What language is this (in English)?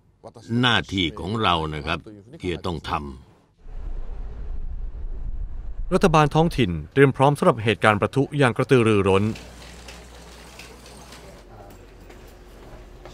Thai